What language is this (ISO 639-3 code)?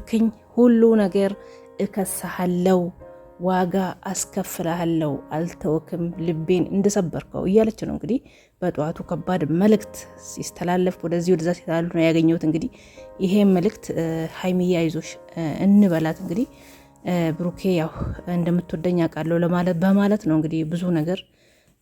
amh